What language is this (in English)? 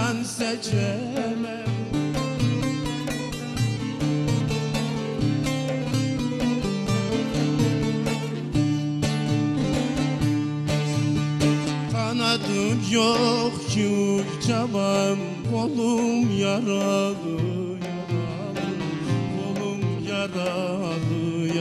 Turkish